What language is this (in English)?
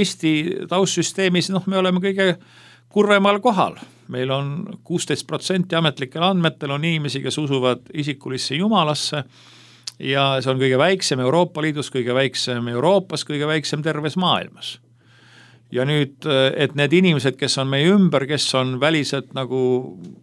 Estonian